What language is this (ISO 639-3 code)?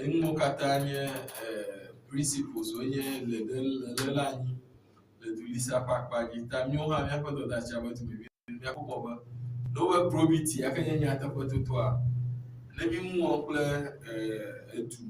ewe